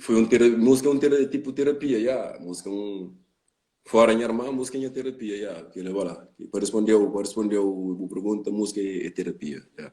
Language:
Kabuverdianu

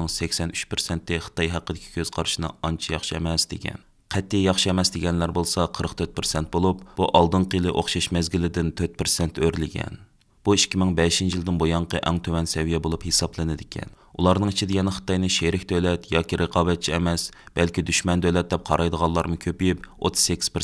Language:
Uyghur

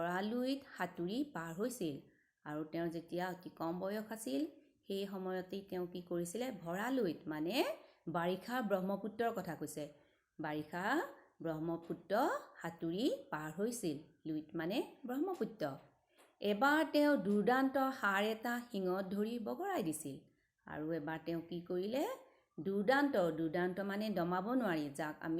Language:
Assamese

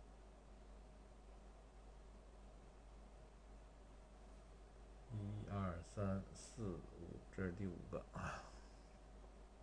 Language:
Chinese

